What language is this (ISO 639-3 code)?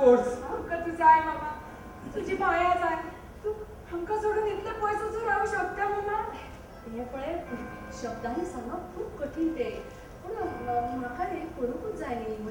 kok